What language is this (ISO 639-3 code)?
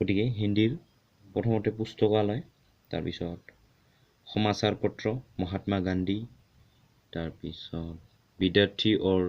asm